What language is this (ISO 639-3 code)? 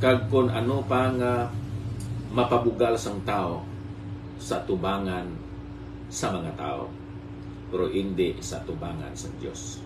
hil